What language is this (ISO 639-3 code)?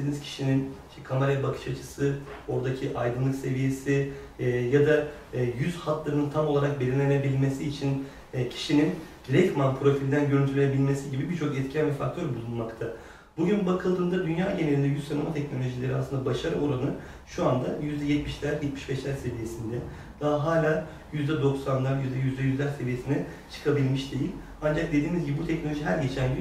tur